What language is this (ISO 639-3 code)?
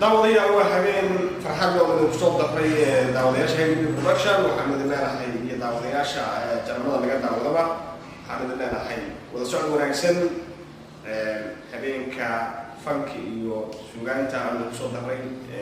som